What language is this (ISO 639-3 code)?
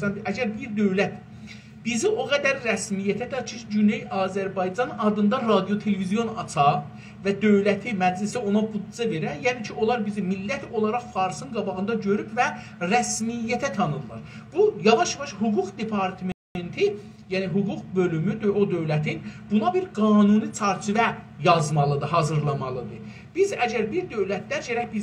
azb